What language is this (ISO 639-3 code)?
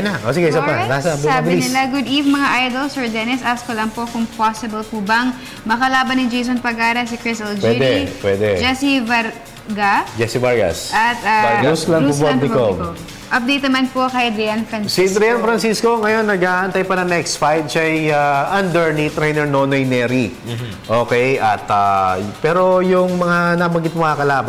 fil